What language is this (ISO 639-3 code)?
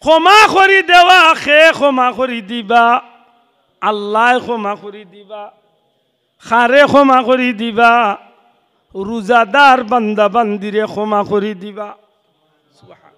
syl